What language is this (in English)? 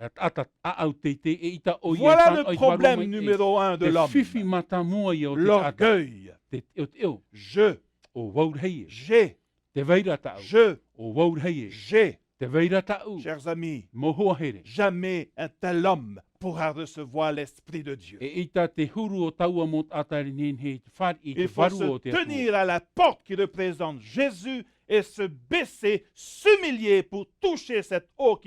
Tahitian